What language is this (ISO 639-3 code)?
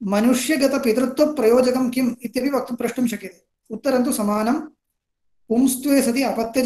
san